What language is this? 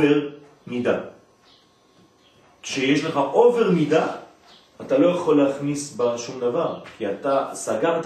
Hebrew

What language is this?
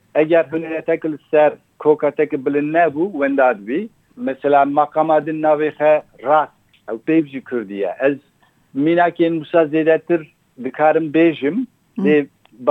Kurdish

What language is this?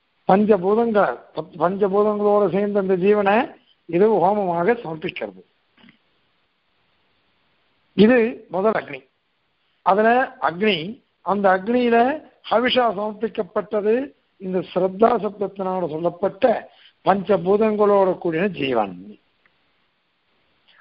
Tamil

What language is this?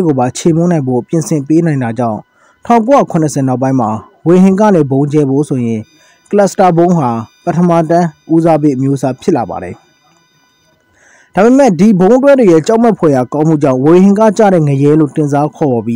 Burmese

